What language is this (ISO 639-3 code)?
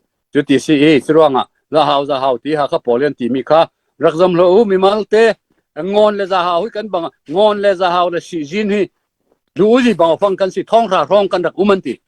cfm